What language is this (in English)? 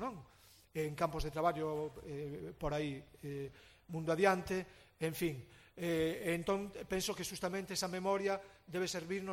Galician